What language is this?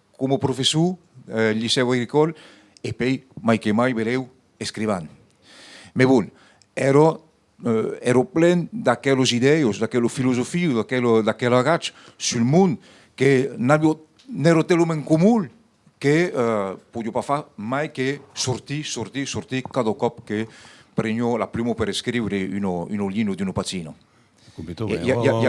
Occitan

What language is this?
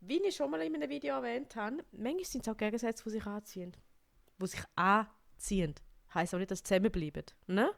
Swiss German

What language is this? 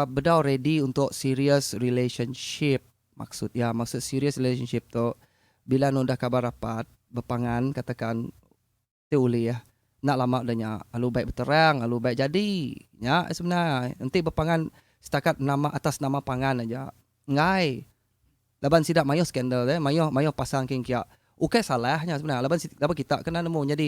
Iban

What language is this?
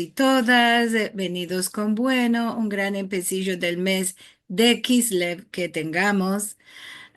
Ladino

